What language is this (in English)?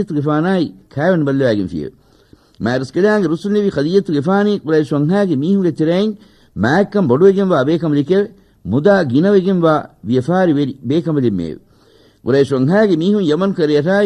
Divehi